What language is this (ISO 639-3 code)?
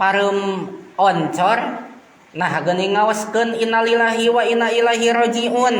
sun